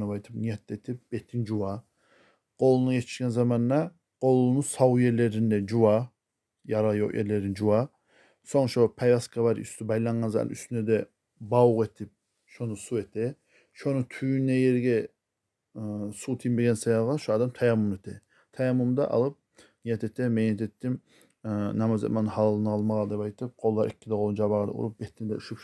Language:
Kumyk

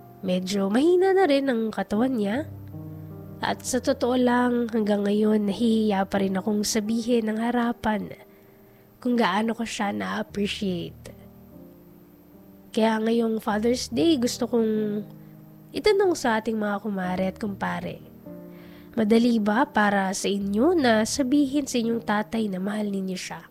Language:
Filipino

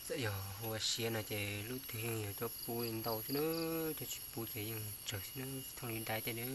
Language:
Hmong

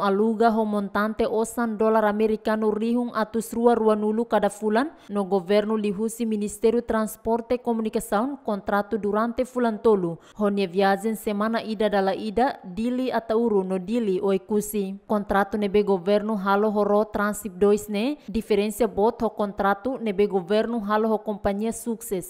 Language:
Tetum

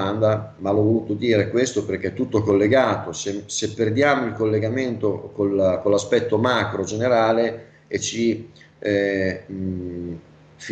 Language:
Italian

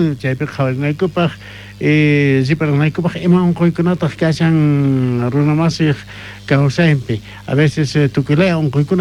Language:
South Bolivian Quechua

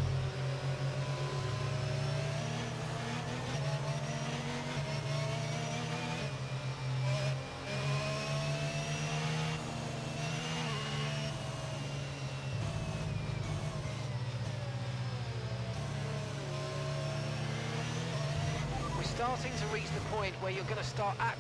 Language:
English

